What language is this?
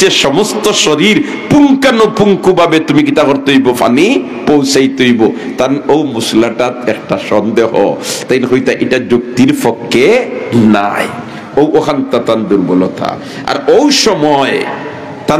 Sylheti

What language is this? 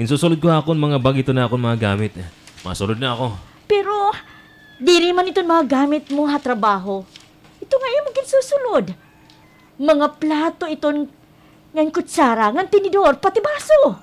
Waray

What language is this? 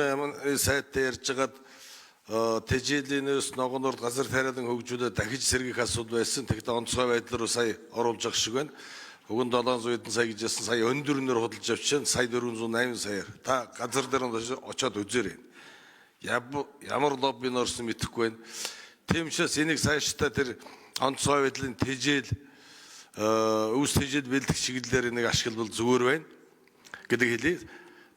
Mongolian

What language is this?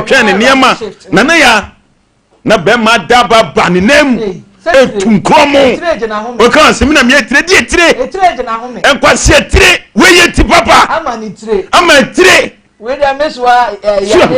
Akan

